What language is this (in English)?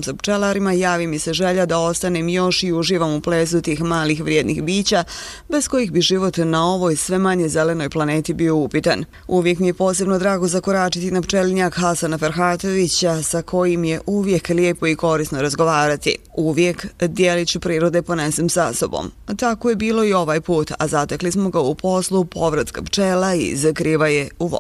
Bosnian